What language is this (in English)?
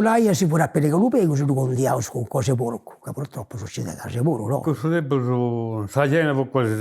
Sardinian